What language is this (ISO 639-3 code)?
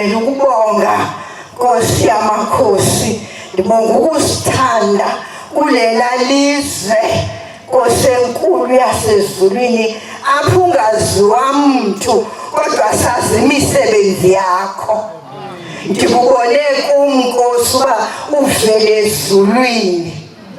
zul